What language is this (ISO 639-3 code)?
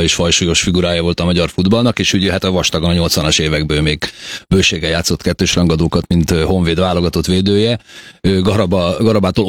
hun